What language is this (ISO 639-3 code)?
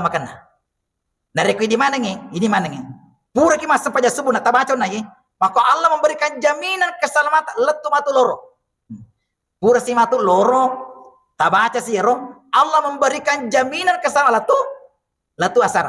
bug